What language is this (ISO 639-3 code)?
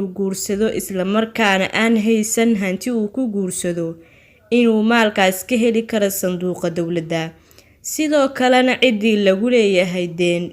som